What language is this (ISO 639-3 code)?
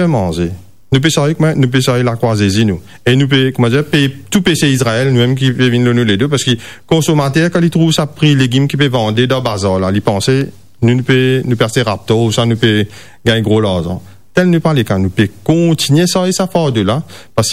mfe